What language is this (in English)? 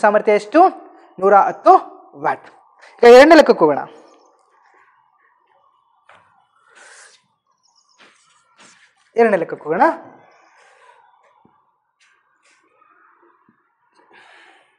Kannada